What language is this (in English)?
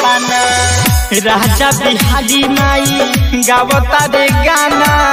Bhojpuri